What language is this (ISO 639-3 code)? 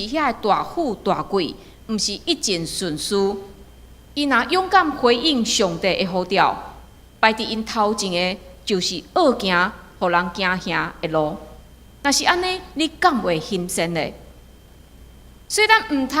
nan